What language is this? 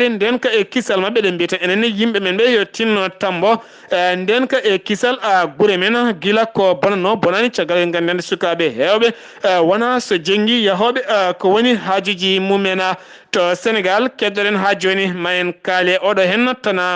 Fula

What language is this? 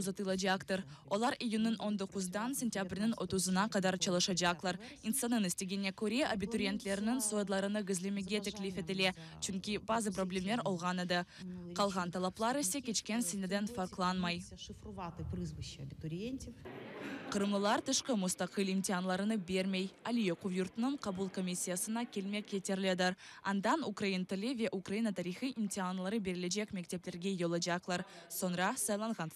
Crimean Tatar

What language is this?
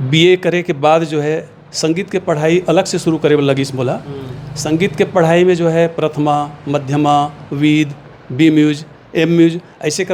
Chhattisgarhi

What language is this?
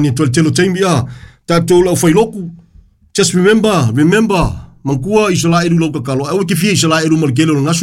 Samoan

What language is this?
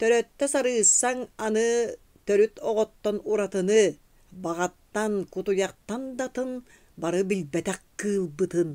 Yakut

